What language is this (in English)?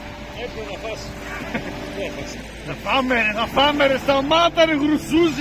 Greek